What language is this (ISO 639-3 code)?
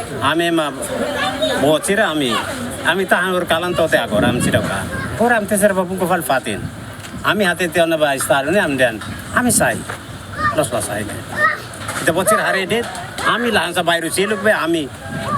tet